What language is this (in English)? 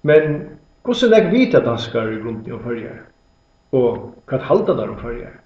Faroese